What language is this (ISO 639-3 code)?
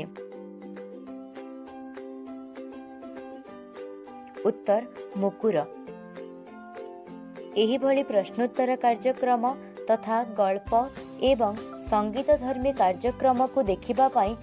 ori